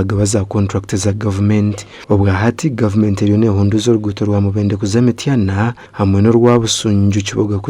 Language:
Nyankole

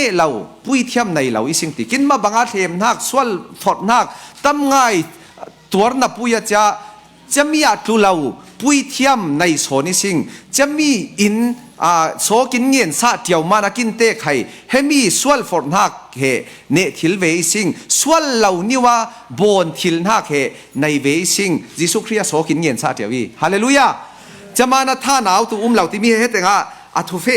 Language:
Falam Chin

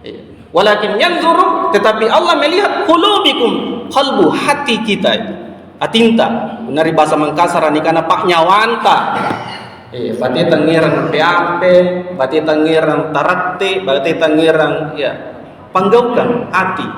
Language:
Makasar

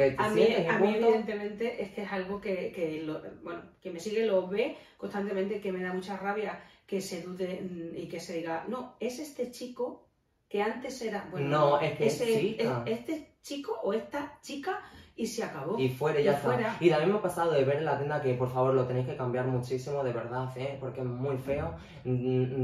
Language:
Spanish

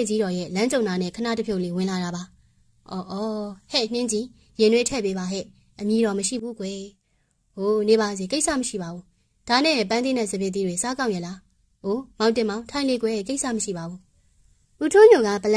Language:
Burmese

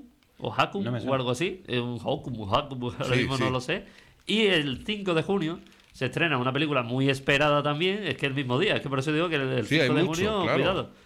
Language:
Spanish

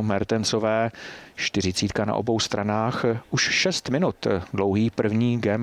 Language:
Czech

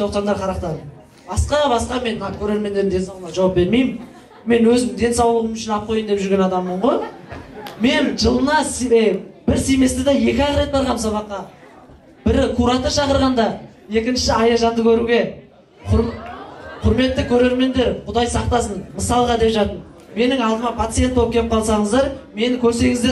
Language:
Kazakh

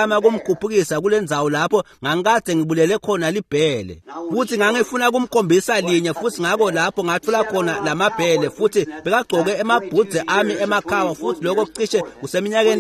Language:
Swati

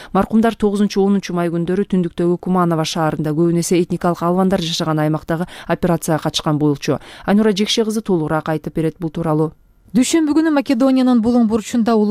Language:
Kyrgyz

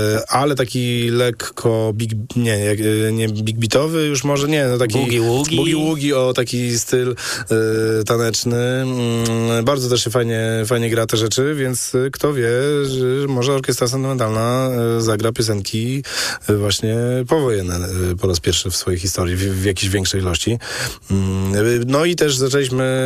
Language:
Polish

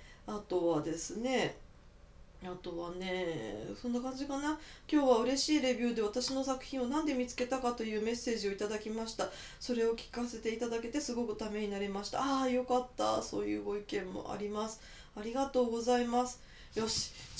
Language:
Japanese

